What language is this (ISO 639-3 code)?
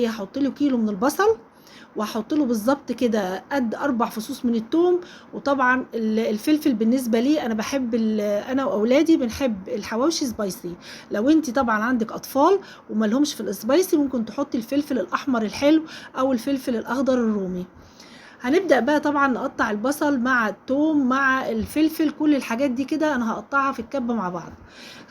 arz